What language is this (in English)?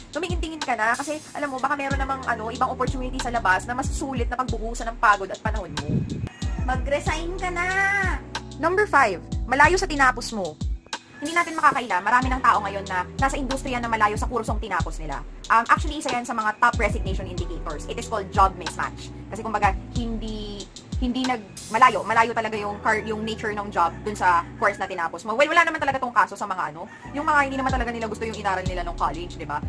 Filipino